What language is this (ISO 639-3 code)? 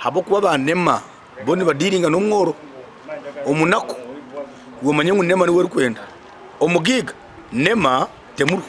nyn